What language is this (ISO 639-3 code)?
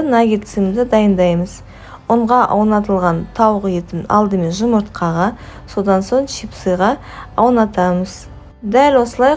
kaz